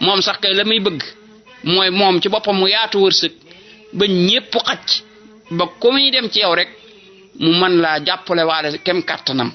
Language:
Wolof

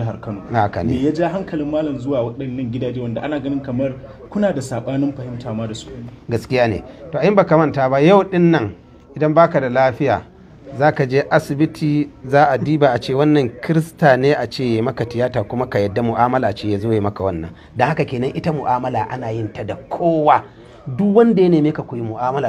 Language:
Hausa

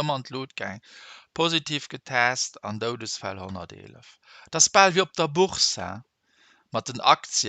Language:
Luxembourgish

